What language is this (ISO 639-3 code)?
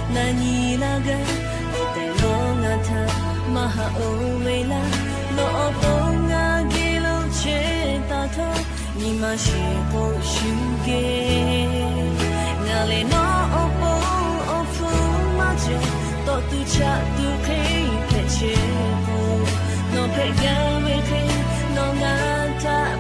lhu